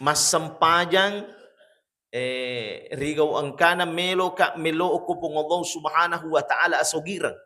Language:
Buginese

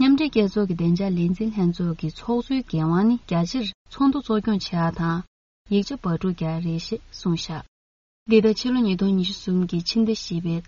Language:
Tibetan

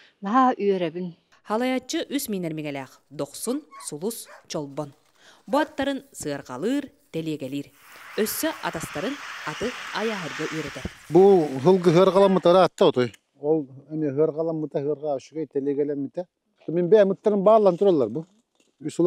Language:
Yakut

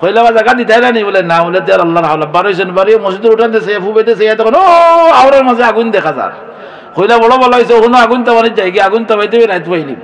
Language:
Sylheti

